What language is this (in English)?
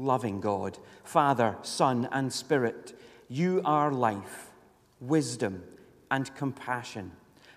English